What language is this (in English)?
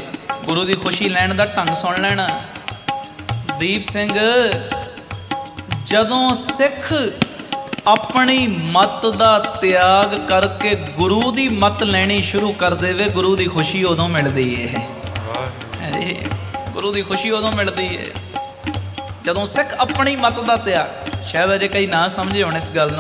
Punjabi